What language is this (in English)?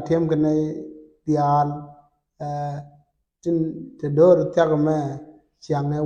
Nuer